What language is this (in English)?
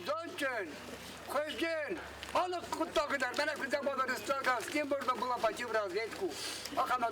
Ossetic